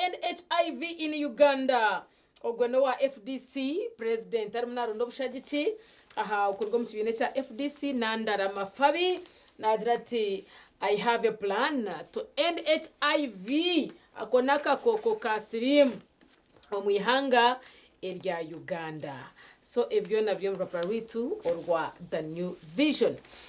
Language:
Nyankole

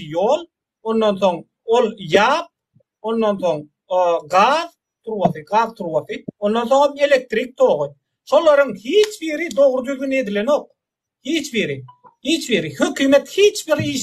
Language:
Turkmen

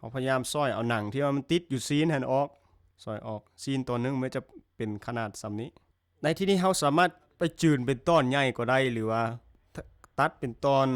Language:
Lao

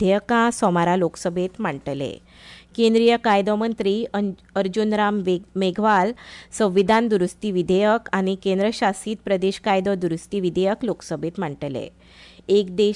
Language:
Konkani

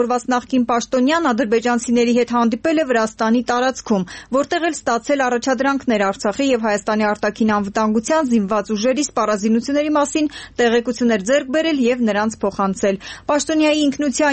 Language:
Armenian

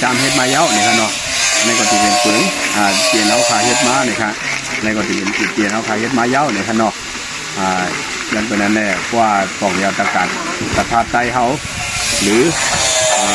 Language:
Shan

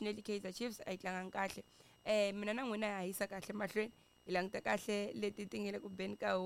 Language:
Tsonga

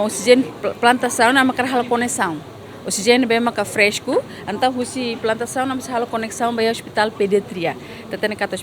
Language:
Tetum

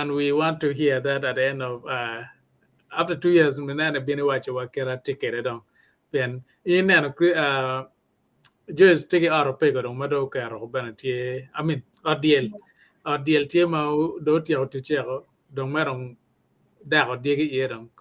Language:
Acoli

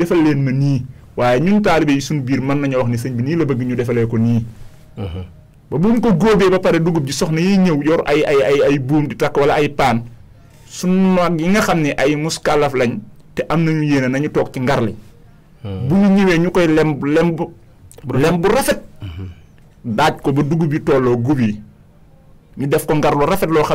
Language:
Wolof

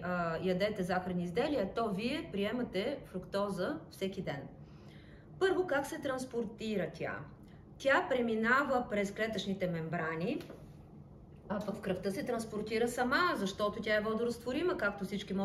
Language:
Bulgarian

